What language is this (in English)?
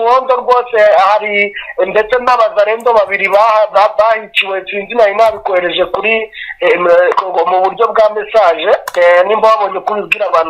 Kinyarwanda